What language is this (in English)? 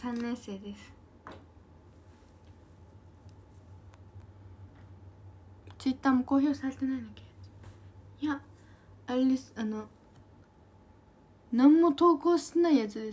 Japanese